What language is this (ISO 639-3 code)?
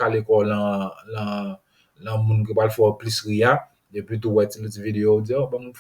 hat